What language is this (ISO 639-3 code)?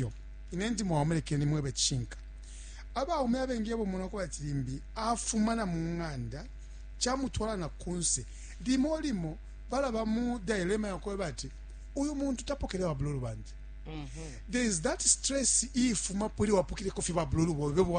bem